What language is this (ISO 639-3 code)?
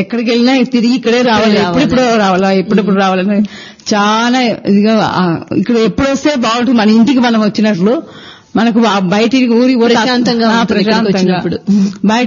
tel